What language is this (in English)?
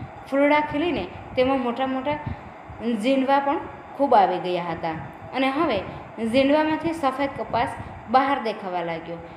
Gujarati